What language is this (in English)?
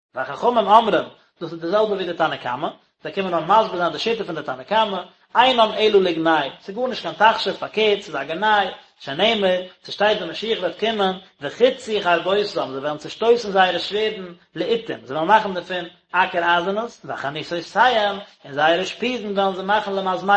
Yiddish